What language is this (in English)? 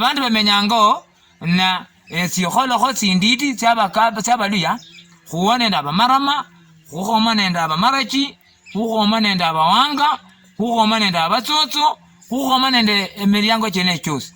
Luyia